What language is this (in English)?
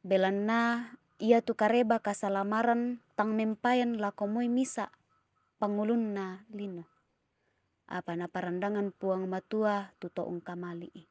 Toraja-Sa'dan